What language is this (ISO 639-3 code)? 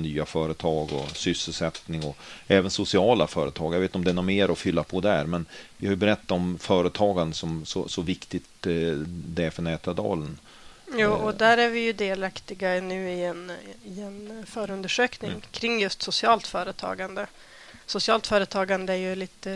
swe